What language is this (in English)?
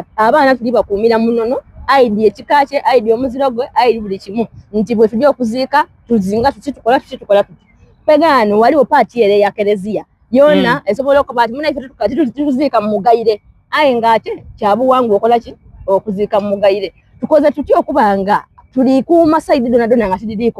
Soga